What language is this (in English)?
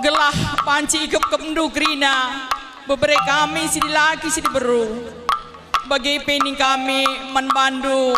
Batak Karo